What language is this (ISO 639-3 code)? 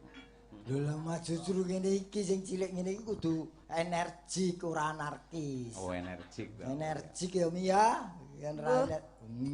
jav